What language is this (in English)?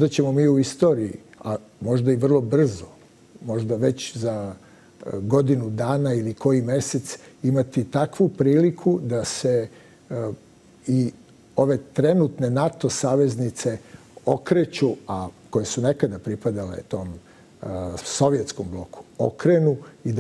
Serbian